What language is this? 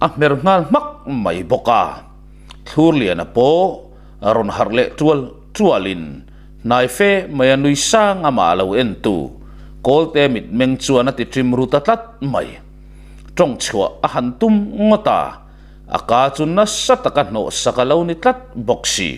Mizo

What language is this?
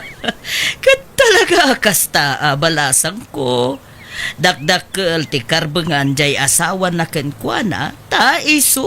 Iloko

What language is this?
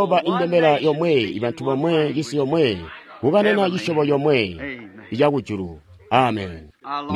Tonga (Zambia)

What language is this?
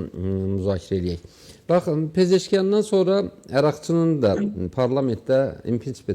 Azerbaijani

